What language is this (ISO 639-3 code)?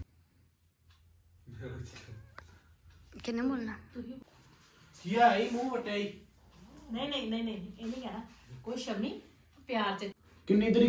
pan